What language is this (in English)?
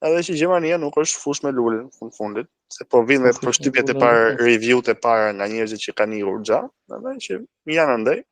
Albanian